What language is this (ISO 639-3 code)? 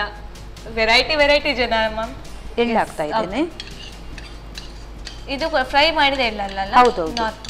kan